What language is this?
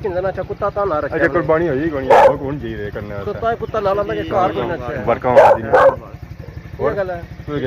Pahari-Potwari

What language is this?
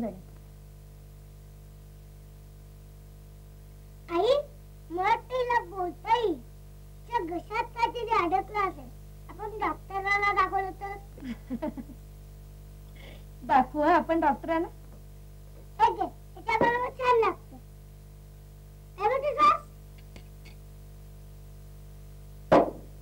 Marathi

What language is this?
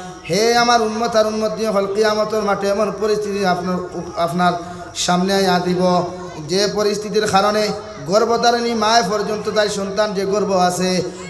Sylheti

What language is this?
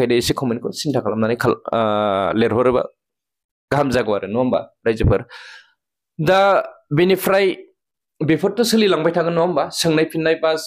Bodo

